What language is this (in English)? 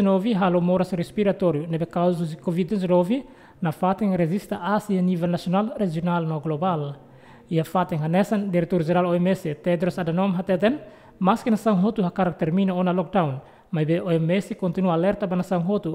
Tetum